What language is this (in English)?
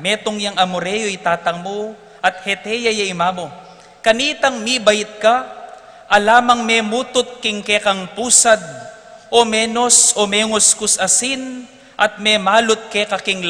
Pampanga